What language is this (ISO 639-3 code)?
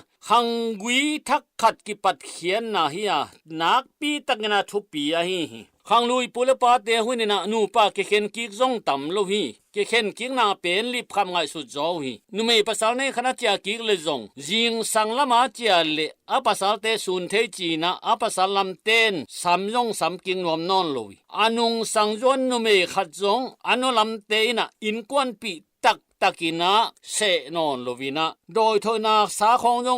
ctd